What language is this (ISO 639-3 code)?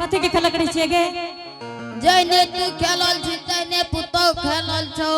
anp